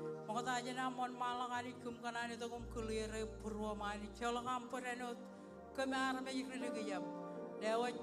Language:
Marshallese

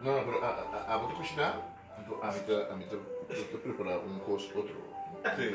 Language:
Papiamento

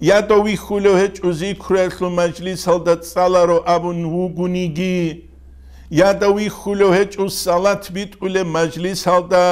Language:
Avaric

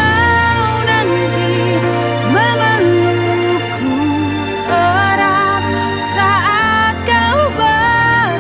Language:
Nias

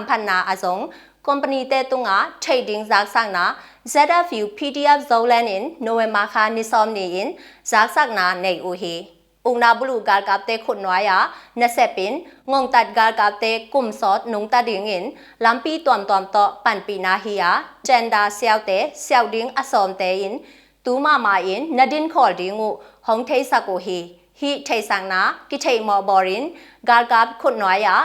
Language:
Tedim Chin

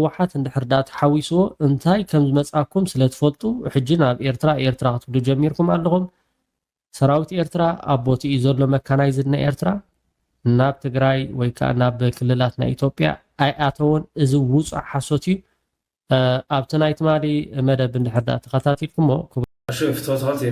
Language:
Tigrinya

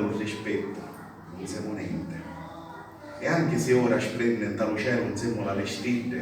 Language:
Sicilian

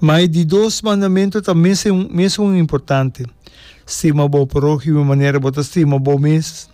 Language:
Papiamento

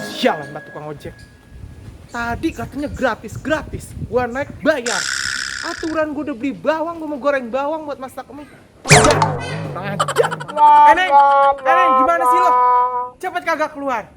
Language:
Betawi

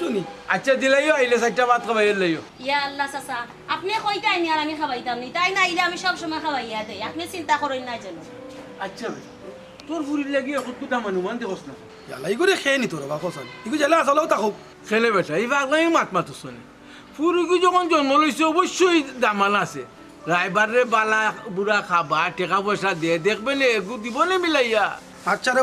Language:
Sylheti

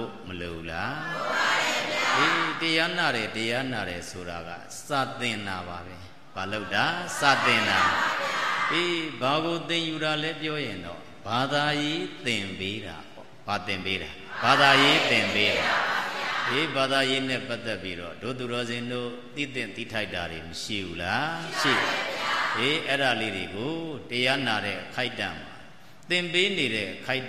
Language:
Burmese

